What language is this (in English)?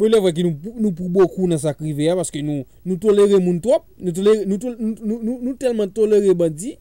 Haitian Creole